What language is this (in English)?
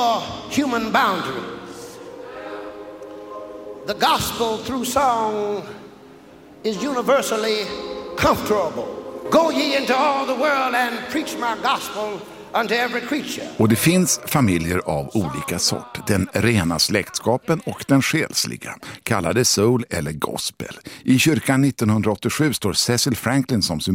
Swedish